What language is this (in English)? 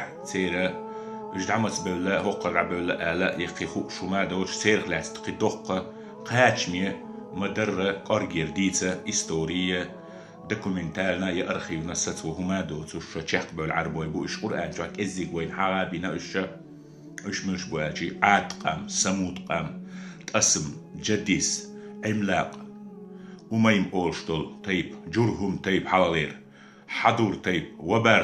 Chechen